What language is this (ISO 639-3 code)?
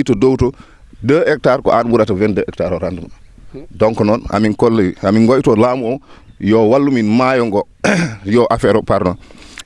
ful